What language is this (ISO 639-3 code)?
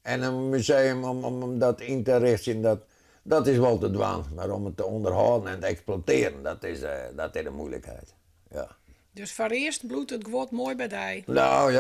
fry